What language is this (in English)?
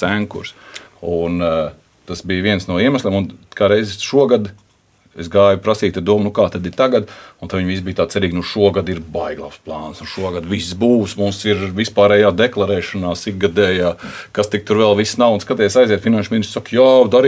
Latvian